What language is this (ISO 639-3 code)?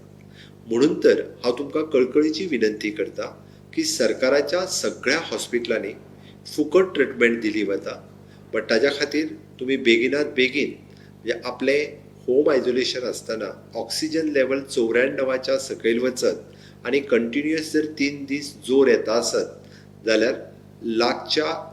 kok